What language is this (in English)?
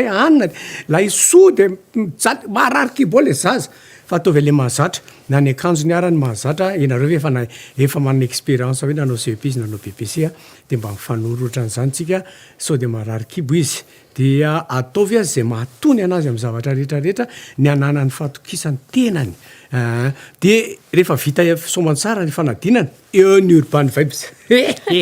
Malagasy